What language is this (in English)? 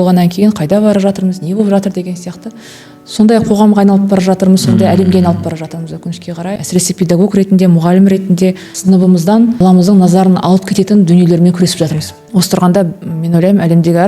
Kazakh